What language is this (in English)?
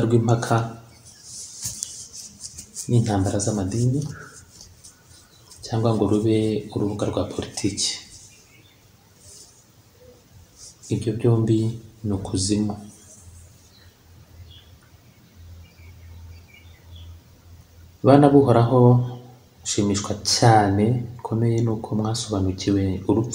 Kinyarwanda